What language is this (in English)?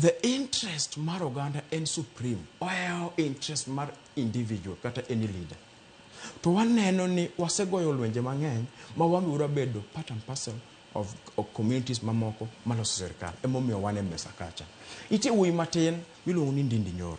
Luo (Kenya and Tanzania)